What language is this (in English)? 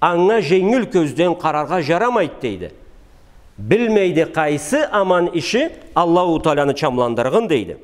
Karachay-Balkar